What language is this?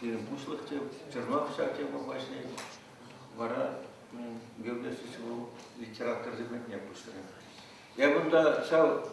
Chuvash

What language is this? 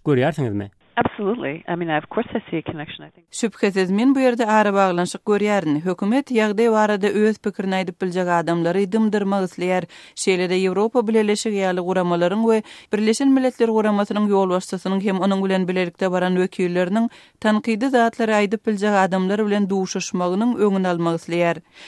Turkmen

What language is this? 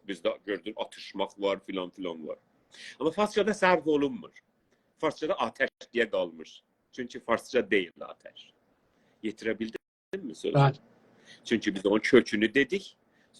South Azerbaijani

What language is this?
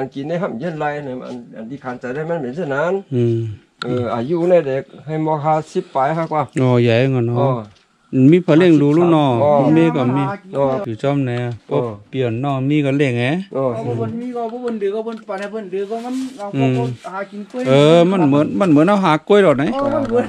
Shan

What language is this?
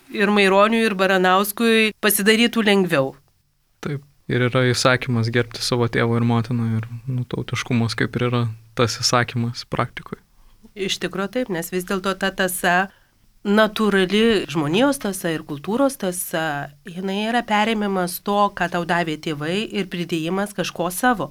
Lithuanian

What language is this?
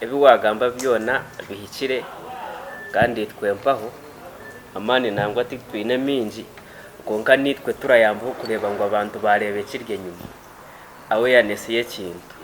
Nyankole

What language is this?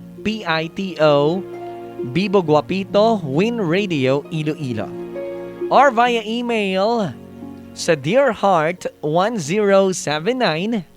Hiligaynon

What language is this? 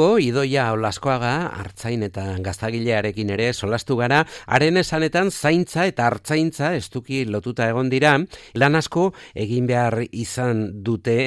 Basque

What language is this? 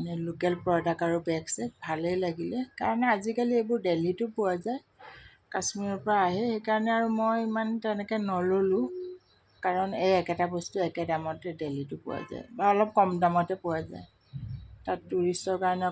Assamese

